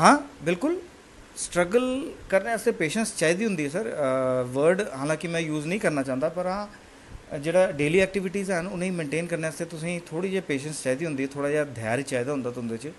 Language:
Dogri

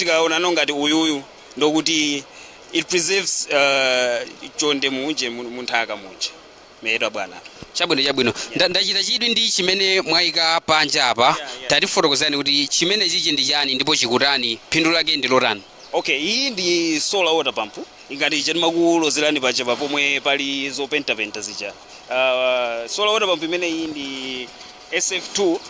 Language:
Nyanja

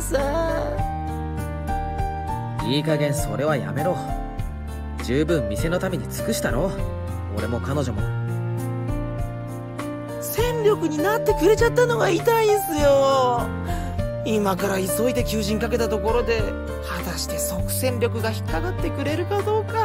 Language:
Japanese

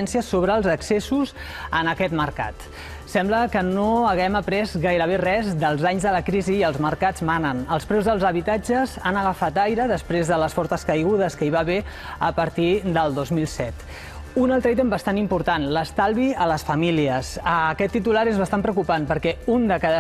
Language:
Catalan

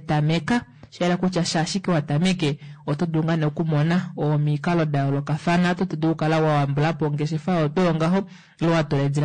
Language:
Kuanyama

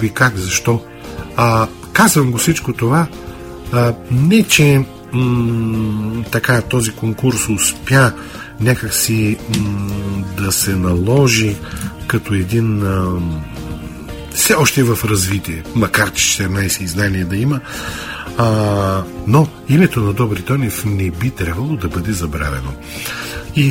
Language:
Bulgarian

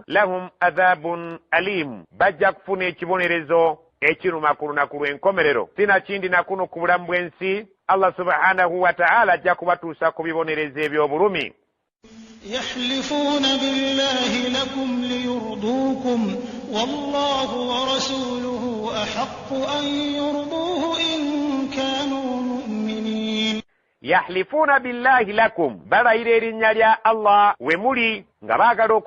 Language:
Ganda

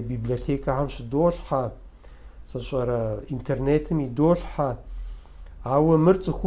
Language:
Kabardian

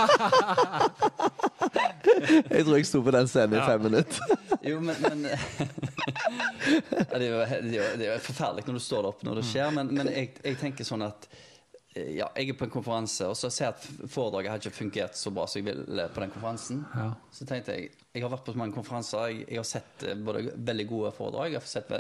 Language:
Norwegian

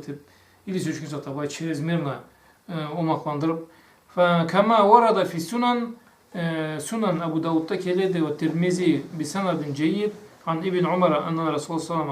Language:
Karachay-Balkar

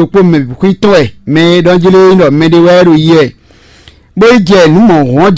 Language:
Fon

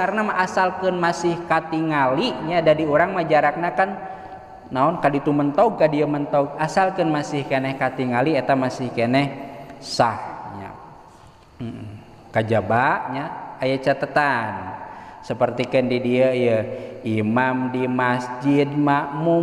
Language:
Sundanese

